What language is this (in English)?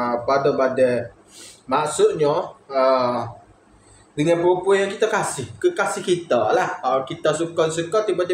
Malay